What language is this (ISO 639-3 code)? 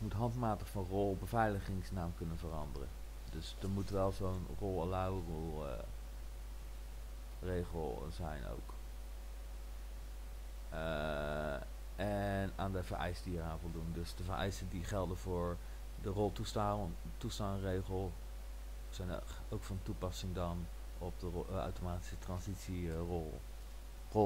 nld